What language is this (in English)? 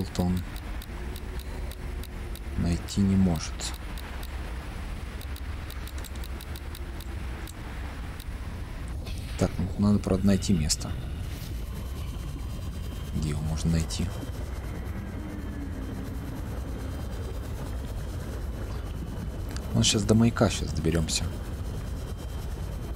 Russian